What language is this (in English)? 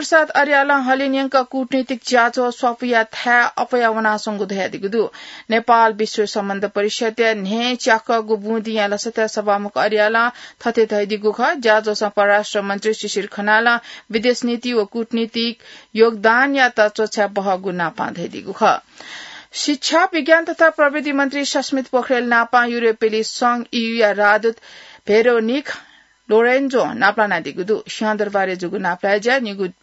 Newari